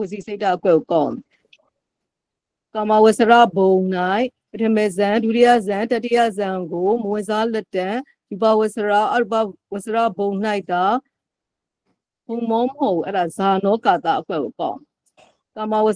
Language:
Burmese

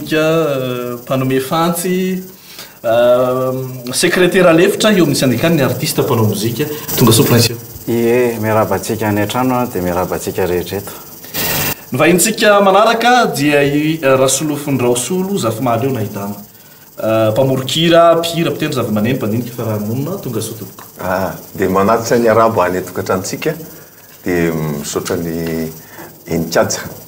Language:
Malagasy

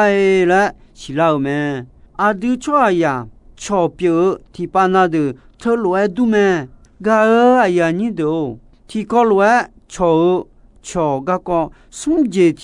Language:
Akha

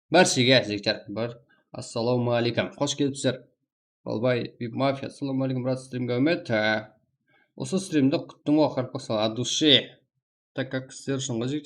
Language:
Kara-Kalpak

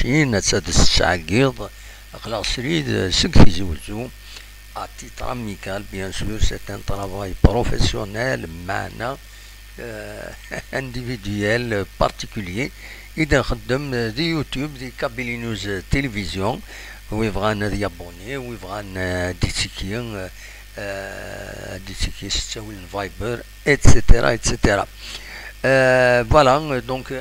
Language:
Kabyle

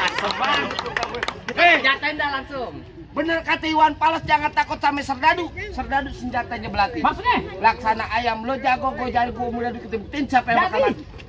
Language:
Betawi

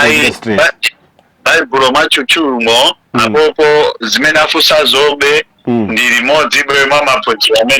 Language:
Nyanja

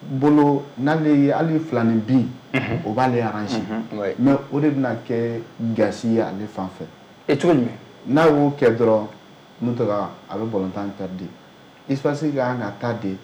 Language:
Bambara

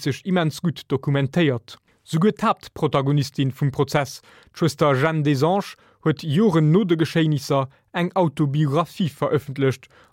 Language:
Luxembourgish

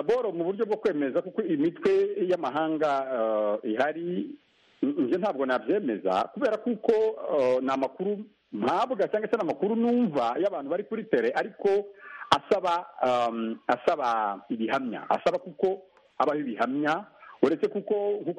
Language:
Kinyarwanda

